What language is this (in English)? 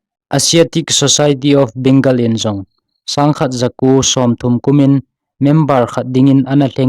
Thado Chin